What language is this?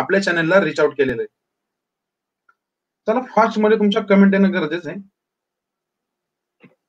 Marathi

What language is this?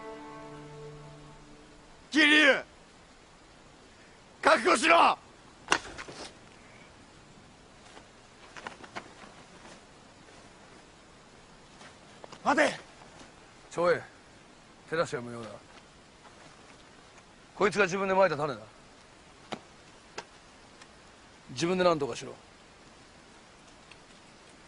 Japanese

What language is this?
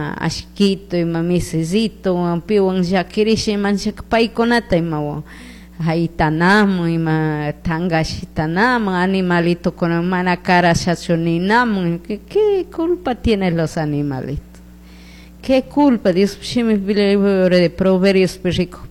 Chimborazo Highland Quichua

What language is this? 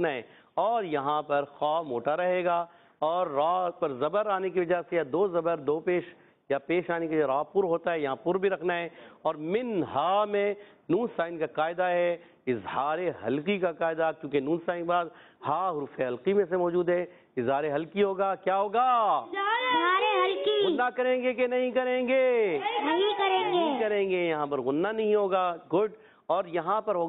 Urdu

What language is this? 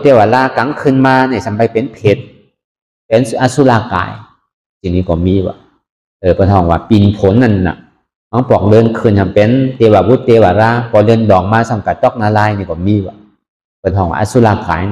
Shan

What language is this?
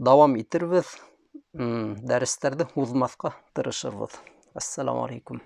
Bashkir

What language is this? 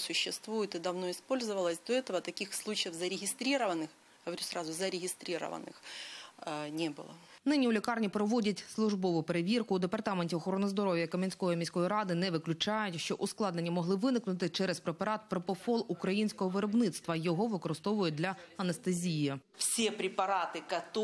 Ukrainian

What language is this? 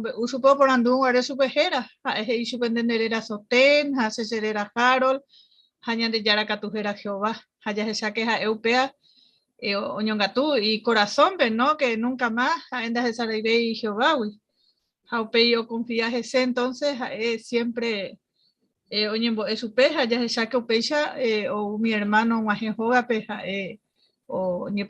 Guarani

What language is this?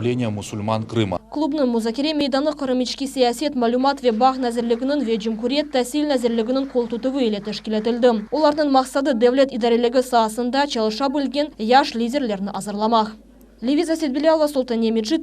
Crimean Tatar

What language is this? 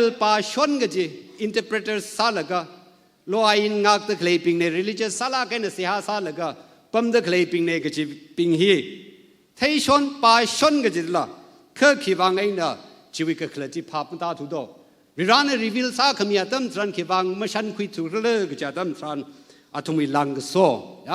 Tangkhul Naga (India)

